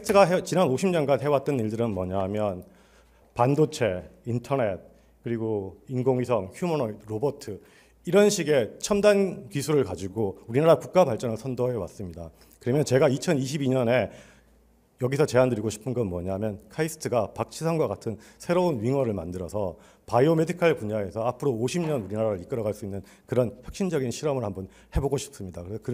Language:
Korean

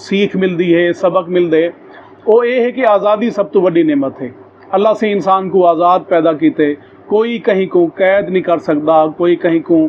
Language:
Saraiki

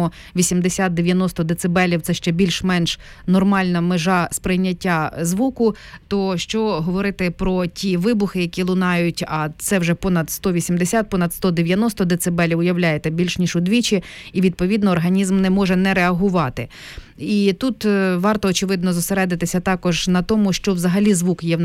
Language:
Ukrainian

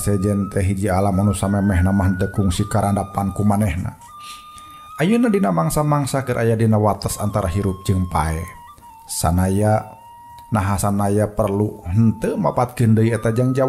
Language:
Sundanese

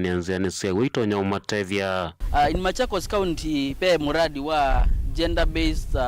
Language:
Kamba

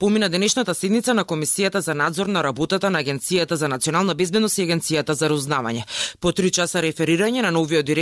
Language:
Macedonian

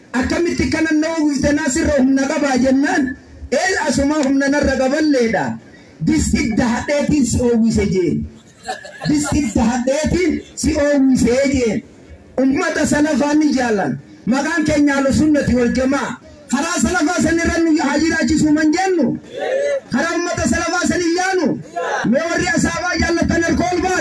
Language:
Oromo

